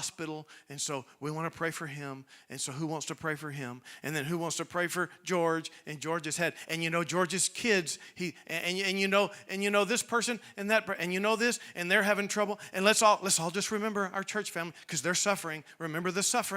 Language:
English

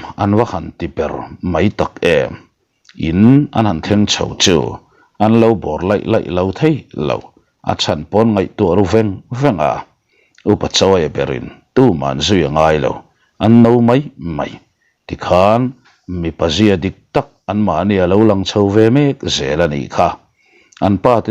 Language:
Mizo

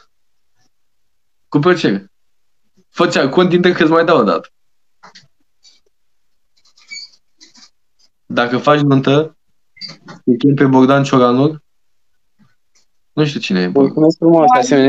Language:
Romanian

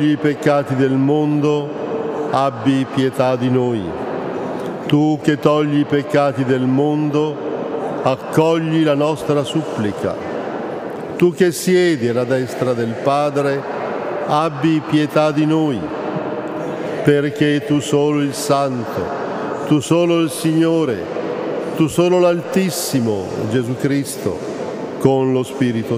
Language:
Italian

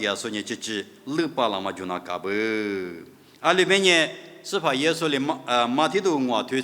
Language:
Lisu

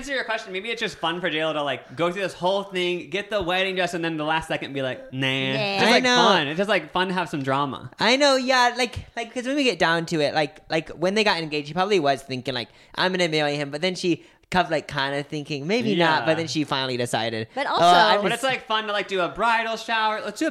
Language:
English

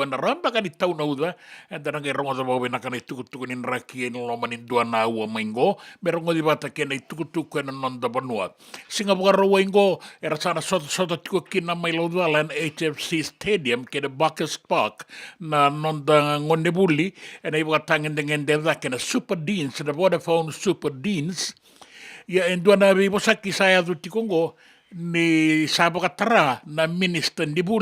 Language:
Fijian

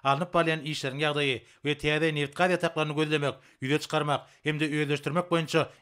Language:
Turkmen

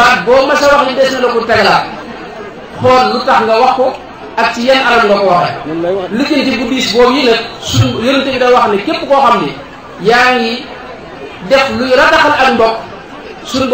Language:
Wolof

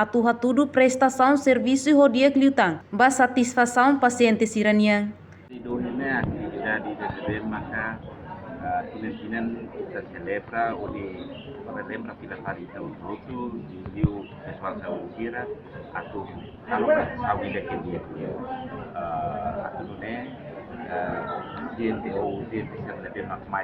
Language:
Tetum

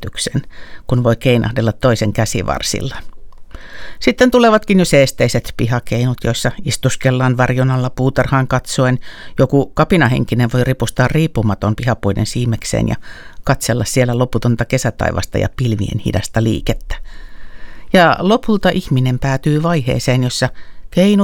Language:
Finnish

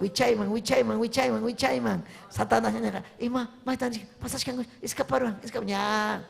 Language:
Ayacucho Quechua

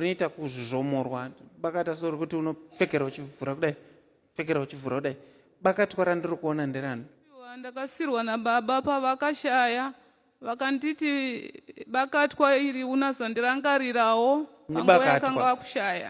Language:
Shona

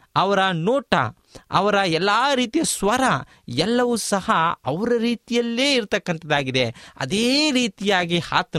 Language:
Kannada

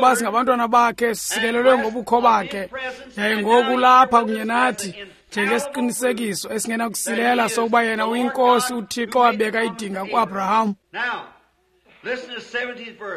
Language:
Xhosa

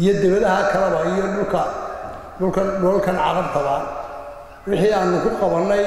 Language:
Somali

